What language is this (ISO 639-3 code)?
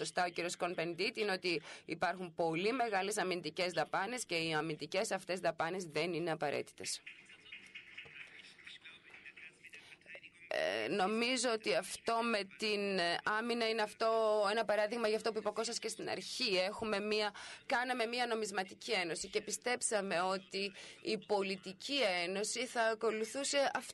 ell